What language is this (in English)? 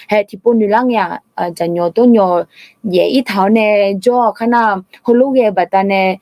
Akha